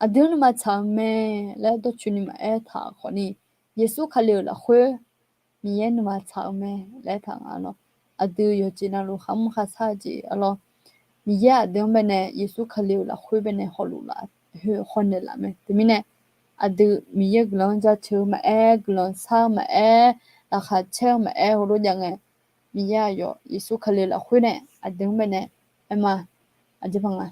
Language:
Akha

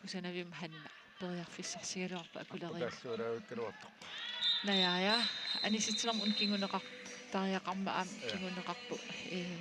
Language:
Kalaallisut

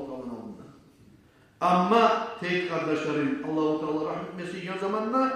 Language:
Kumyk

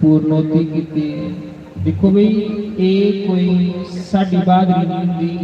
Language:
Dogri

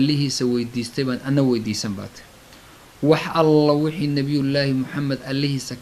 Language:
Somali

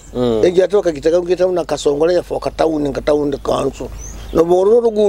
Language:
Nyoro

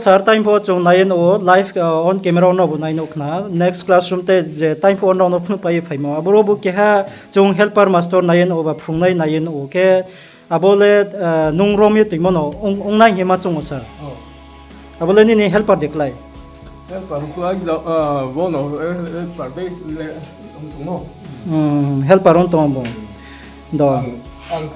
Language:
Riang (India)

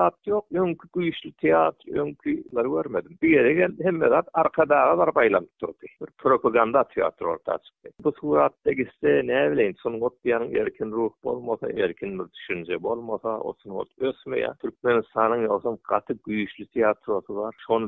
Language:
Turkmen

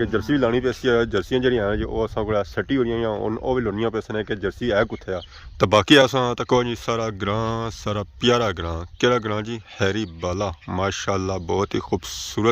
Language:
Pahari-Potwari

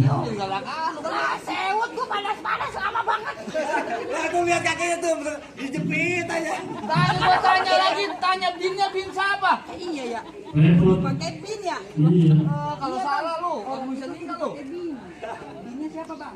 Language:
Betawi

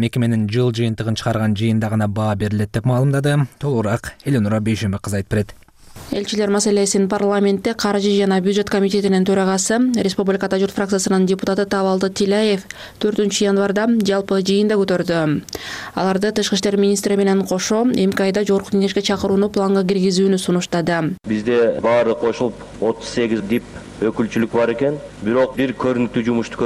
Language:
Kyrgyz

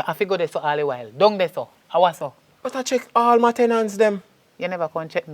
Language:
Jamaican Creole English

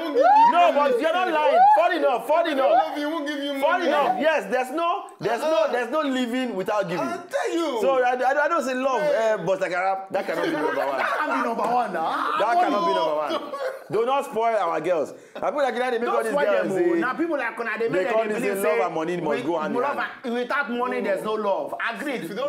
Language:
Nigerian Pidgin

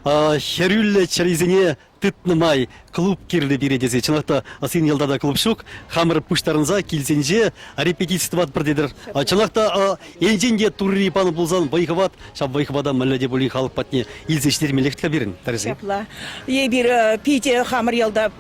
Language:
Chuvash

